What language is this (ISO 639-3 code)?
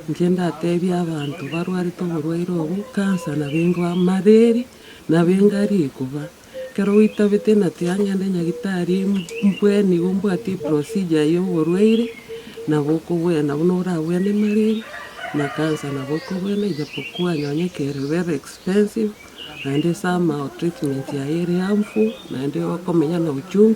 guz